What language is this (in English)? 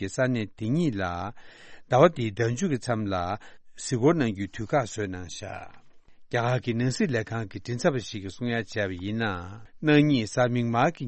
Tibetan